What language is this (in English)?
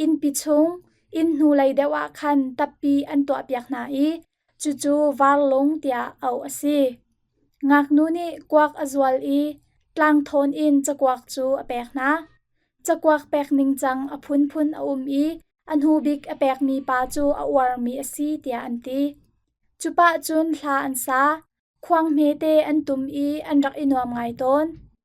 Hakha Chin